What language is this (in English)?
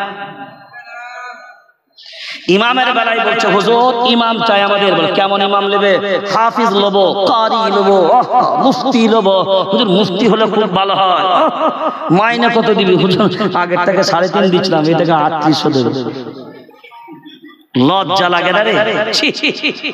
Bangla